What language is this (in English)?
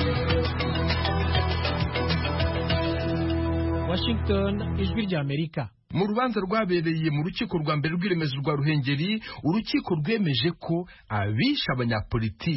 Kinyarwanda